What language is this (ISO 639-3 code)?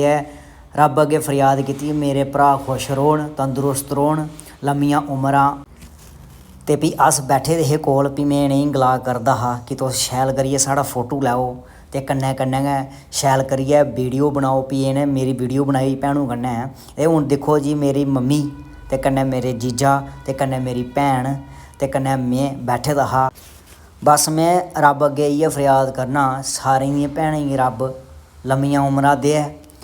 doi